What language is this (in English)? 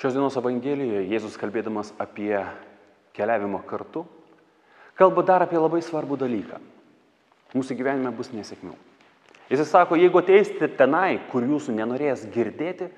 Lithuanian